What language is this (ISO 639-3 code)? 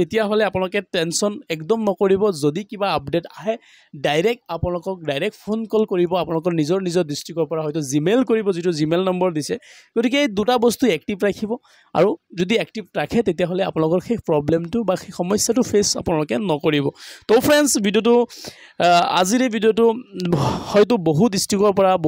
asm